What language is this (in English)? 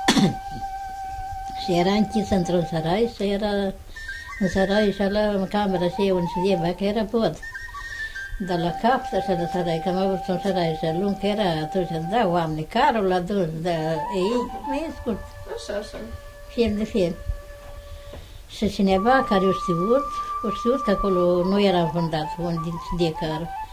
Romanian